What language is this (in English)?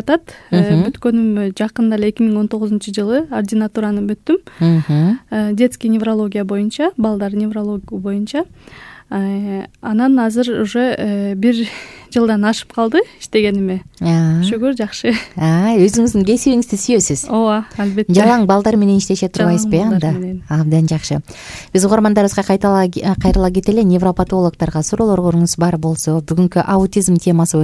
Kyrgyz